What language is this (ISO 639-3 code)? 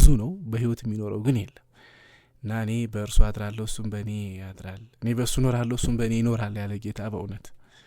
amh